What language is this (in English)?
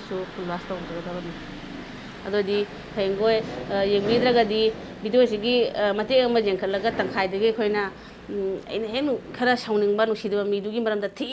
Manipuri